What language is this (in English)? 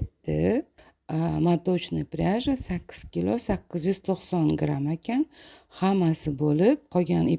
Uzbek